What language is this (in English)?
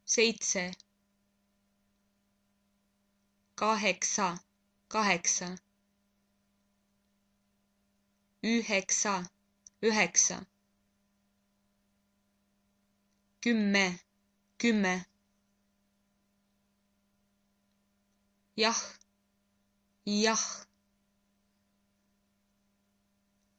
Estonian